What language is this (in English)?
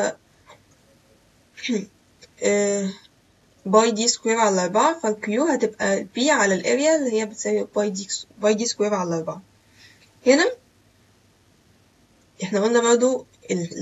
Egyptian Arabic